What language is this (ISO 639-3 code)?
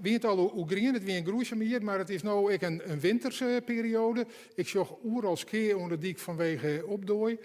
fry